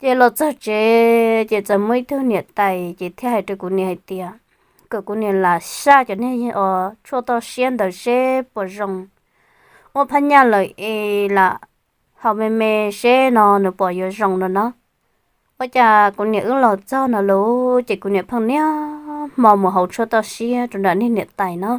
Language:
Hmong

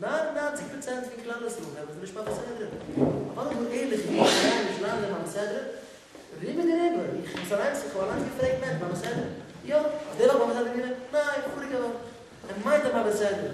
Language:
Yiddish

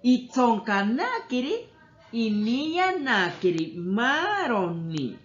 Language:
Asháninka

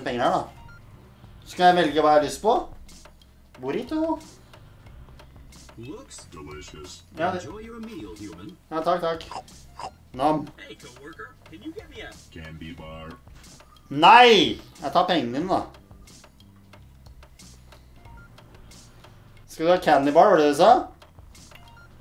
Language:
Norwegian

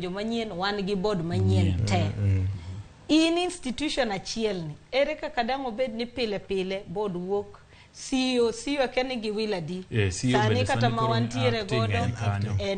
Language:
Luo (Kenya and Tanzania)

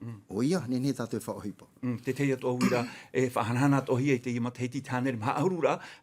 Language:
Tahitian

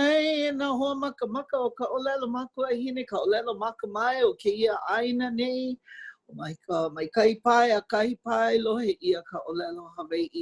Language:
Hawaiian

